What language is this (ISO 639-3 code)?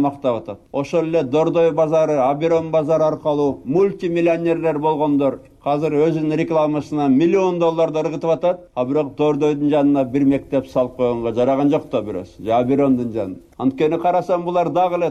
kir